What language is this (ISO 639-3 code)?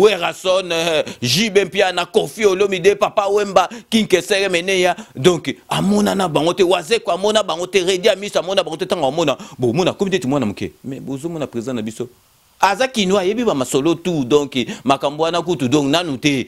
lin